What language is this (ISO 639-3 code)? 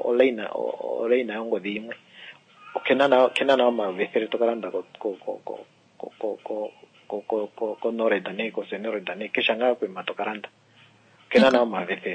kua